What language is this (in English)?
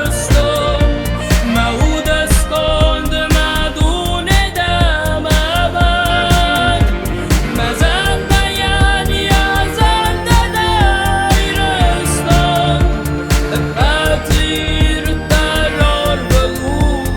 Ossetic